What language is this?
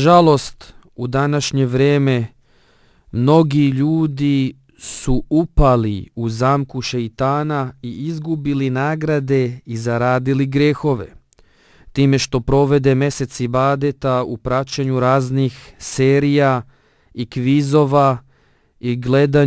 Bosnian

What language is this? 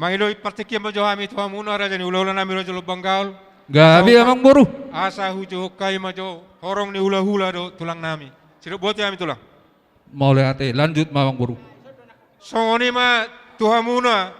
Batak Toba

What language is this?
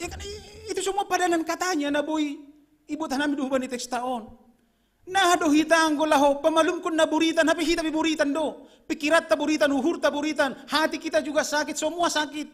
Batak Simalungun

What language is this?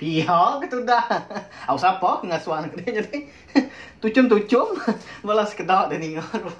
Iban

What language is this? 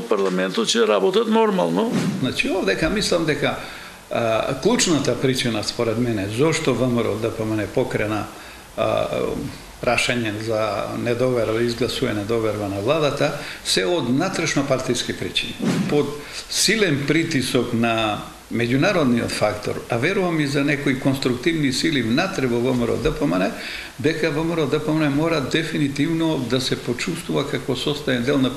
Macedonian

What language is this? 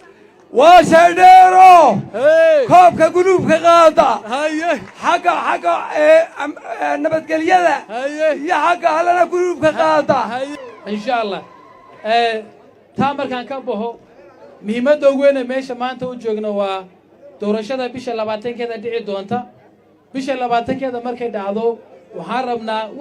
Somali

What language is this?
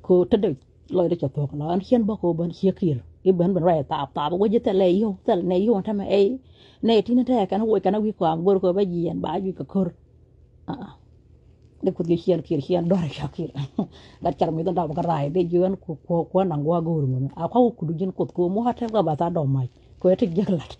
Nuer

